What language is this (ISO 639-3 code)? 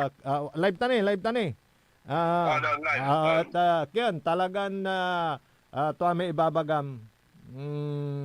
pag